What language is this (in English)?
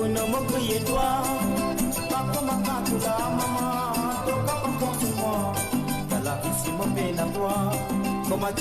Morisyen